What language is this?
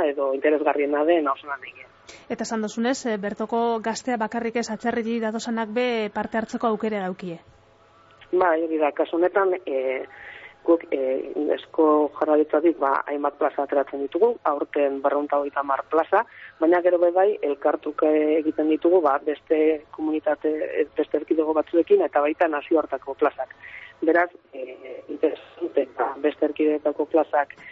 Basque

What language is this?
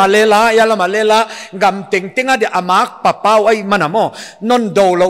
Paite Chin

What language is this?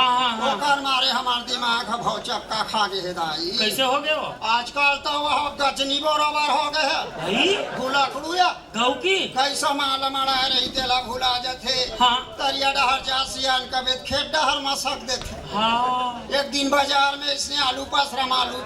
Chhattisgarhi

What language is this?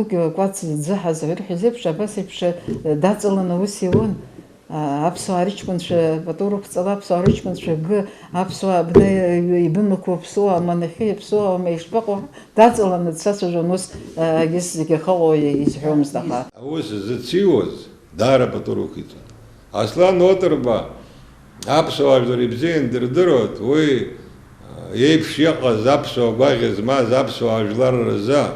Abkhazian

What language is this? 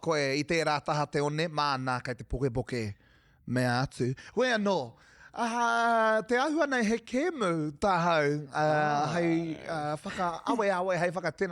Māori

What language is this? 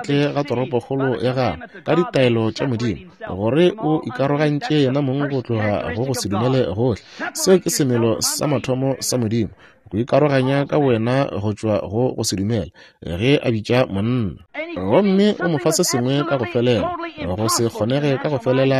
Northern Sotho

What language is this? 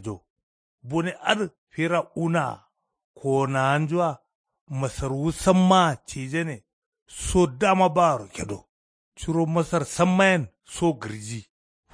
Kanuri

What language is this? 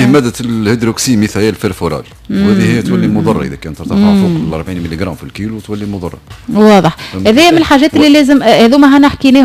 Tunisian Arabic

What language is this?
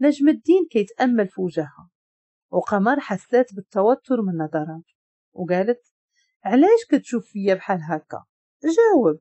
Moroccan Arabic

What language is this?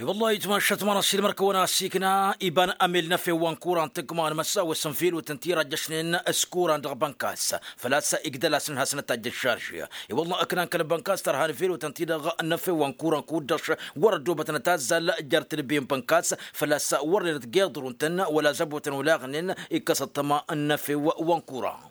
Tamasheq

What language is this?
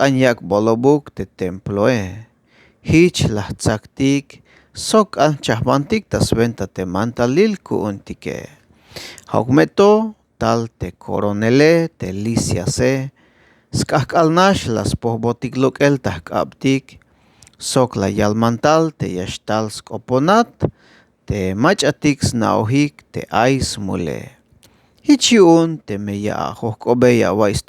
Tzeltal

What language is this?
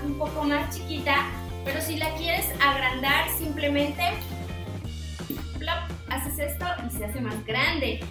Spanish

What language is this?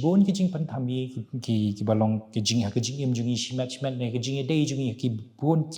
Khasi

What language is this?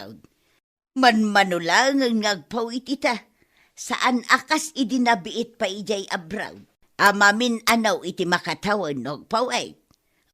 Iloko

